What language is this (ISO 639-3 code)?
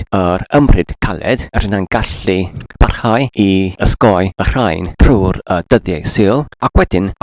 cym